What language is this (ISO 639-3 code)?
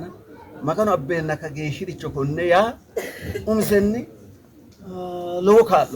sid